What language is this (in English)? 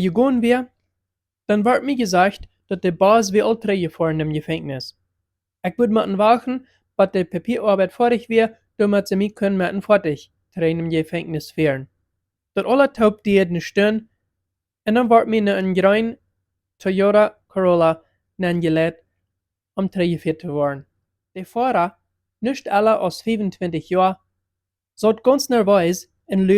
Plautdietsch